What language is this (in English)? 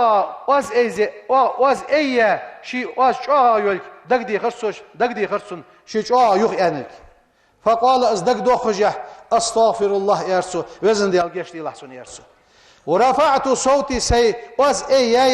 Ingush